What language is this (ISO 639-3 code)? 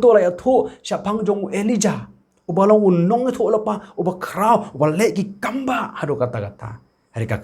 kha